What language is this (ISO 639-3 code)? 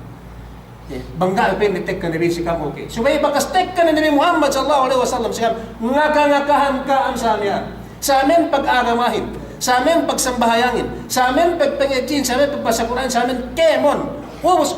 yka